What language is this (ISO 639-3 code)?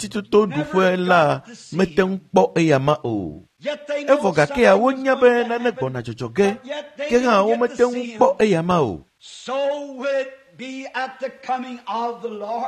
ewe